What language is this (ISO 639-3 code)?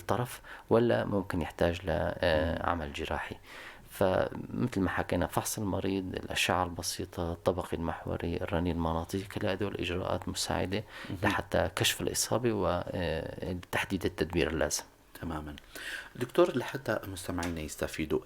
apc